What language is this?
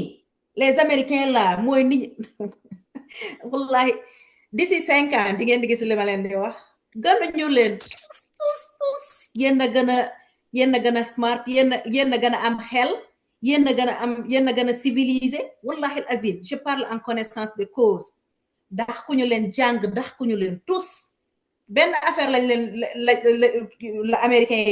Wolof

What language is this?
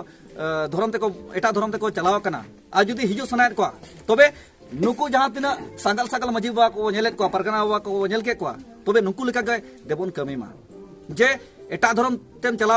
Santali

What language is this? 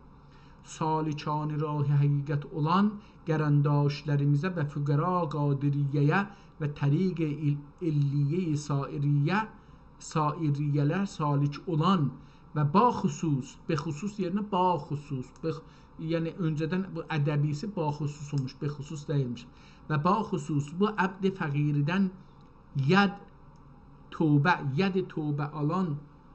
South Azerbaijani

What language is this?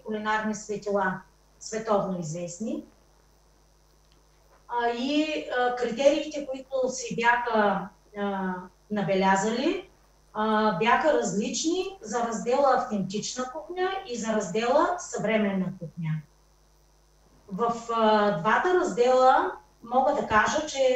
Bulgarian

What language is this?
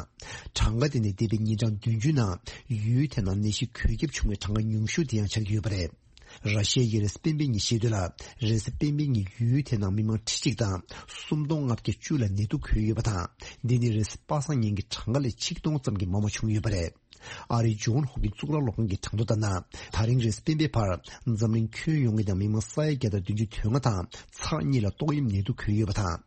Tibetan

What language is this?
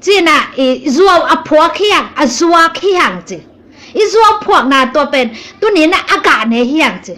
Tedim Chin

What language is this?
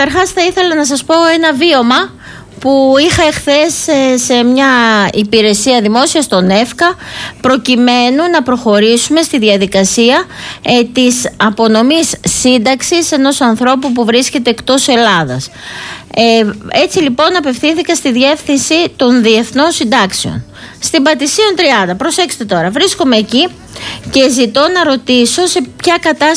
Greek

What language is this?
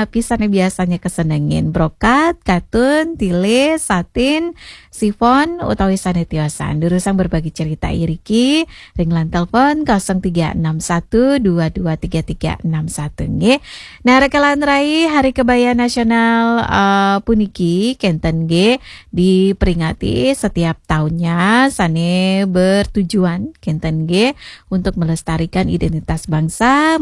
Balinese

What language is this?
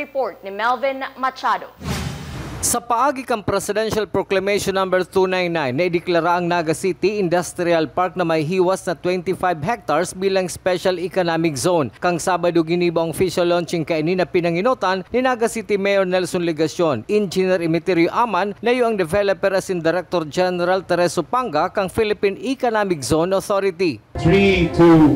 Bikol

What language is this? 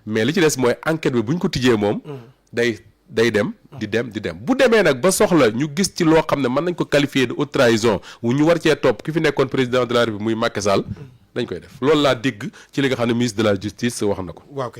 Wolof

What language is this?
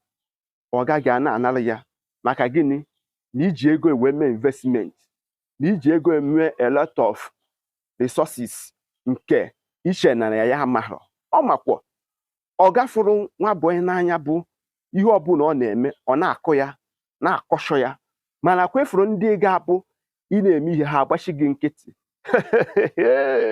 Igbo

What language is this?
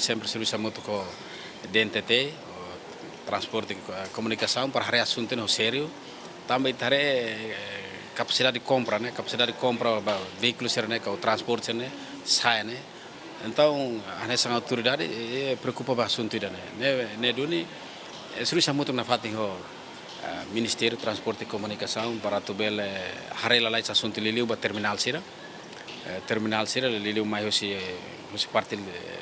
Tetum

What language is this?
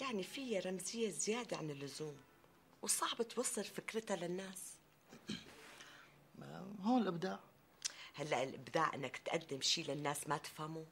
North Levantine Arabic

